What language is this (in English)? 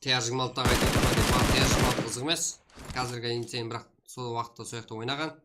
Kara-Kalpak